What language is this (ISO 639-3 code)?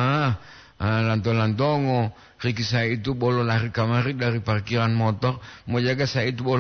gor